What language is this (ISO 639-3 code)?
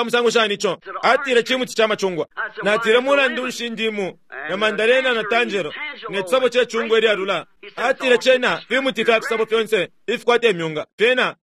bem